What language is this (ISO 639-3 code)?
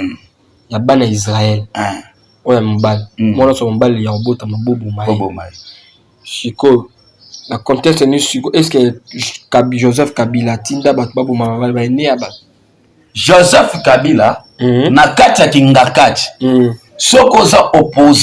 lin